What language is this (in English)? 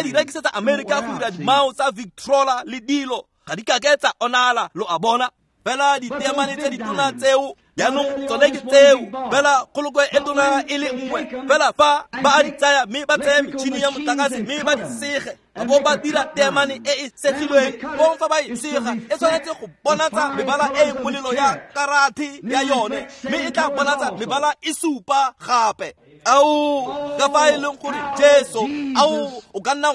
Tswana